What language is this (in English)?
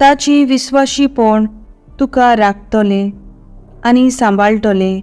Konkani